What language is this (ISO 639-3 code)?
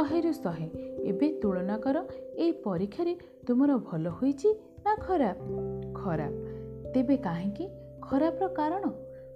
ori